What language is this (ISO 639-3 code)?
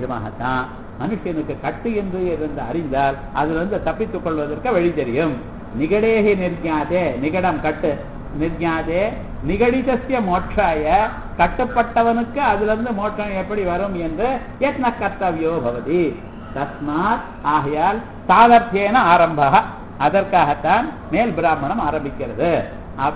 tam